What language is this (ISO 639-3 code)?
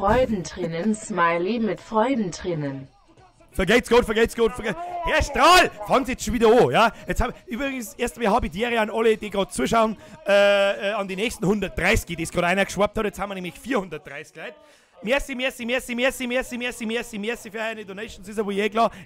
bar